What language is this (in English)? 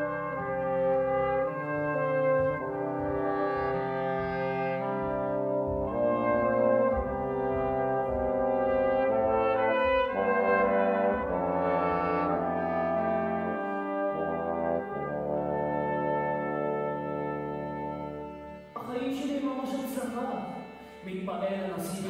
Hebrew